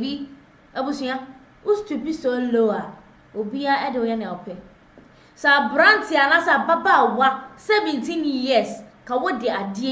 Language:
Akan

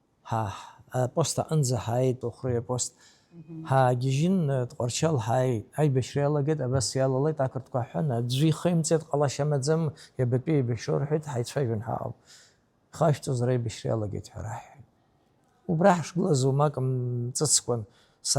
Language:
Abkhazian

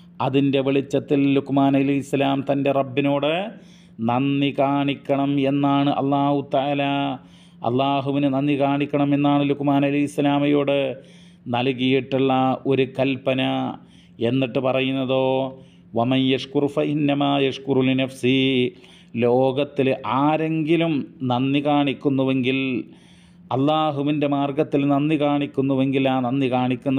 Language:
Malayalam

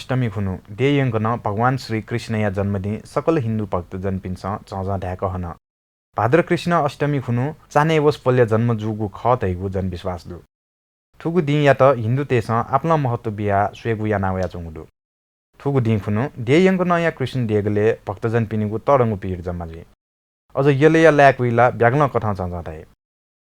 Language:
Newari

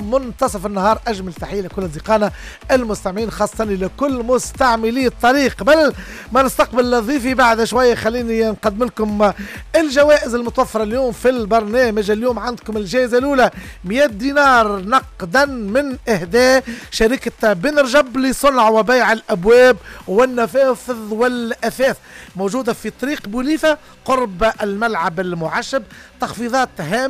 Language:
Tunisian Arabic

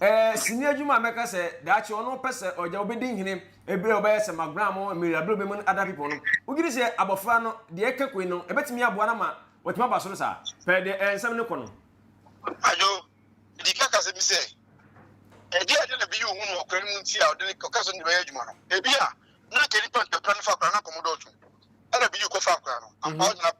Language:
Akan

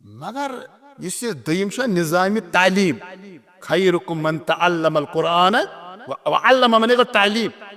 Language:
Kashmiri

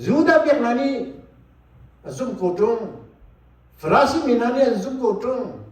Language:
Hakha Chin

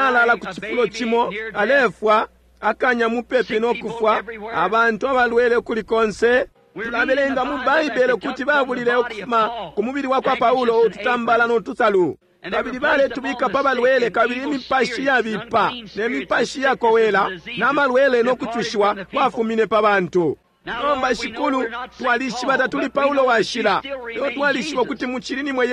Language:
Bemba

